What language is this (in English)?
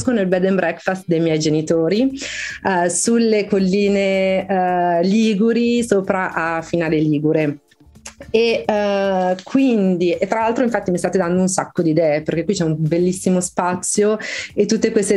Italian